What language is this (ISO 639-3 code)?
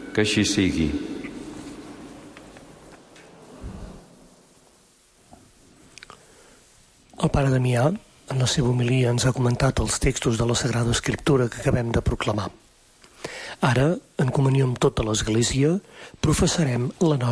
cat